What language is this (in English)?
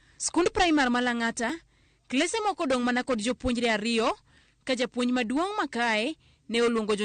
Luo (Kenya and Tanzania)